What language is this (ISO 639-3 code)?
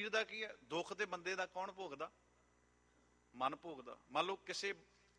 pan